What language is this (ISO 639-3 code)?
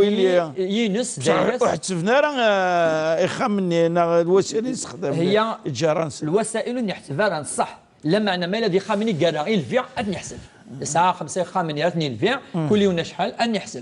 kab